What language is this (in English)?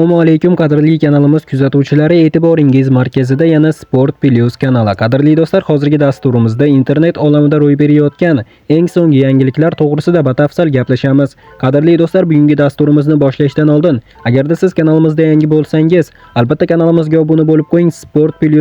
Uzbek